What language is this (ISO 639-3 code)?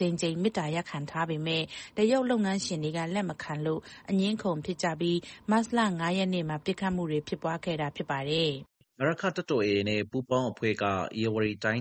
mya